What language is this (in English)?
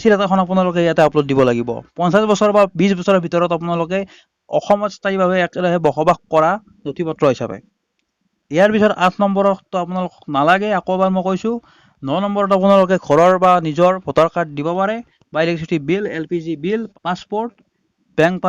Assamese